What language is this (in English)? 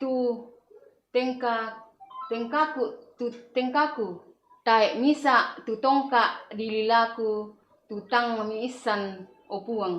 Toraja-Sa'dan